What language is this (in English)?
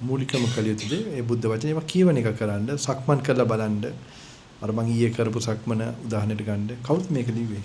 Sinhala